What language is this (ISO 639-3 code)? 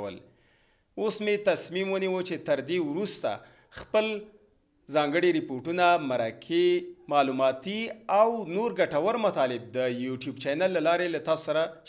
pus